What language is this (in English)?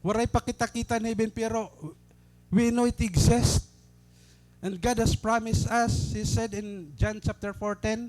Waray